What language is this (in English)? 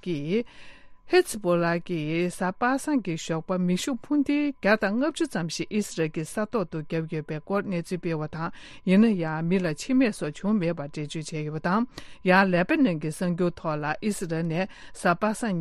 Tibetan